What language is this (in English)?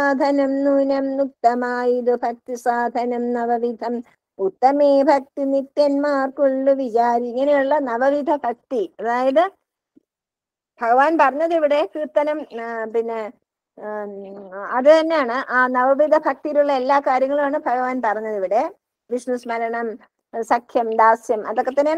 Malayalam